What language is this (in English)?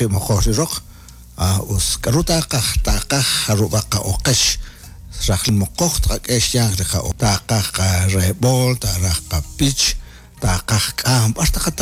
Kekchí